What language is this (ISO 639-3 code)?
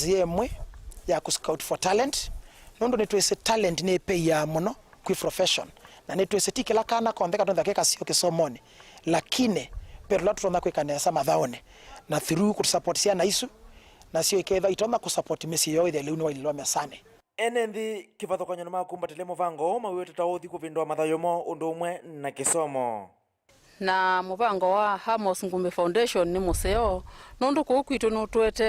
kam